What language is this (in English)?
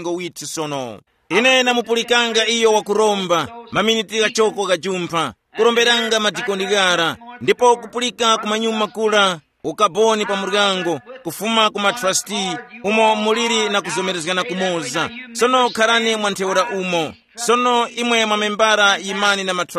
Tumbuka